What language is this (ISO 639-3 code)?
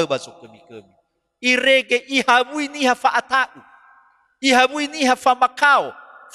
nia